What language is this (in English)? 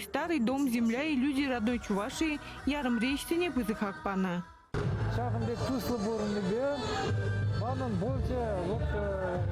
Chuvash